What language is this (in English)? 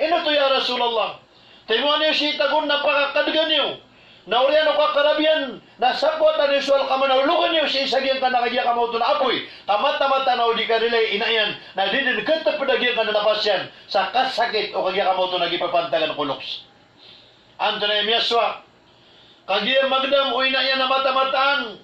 Maranao